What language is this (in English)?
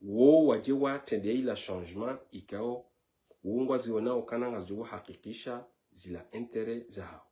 Ngazidja Comorian